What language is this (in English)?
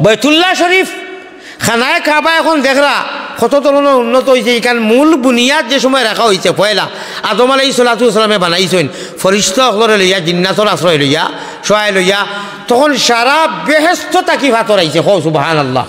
Sylheti